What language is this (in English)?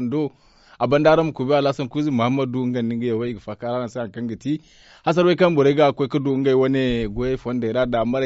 Zarma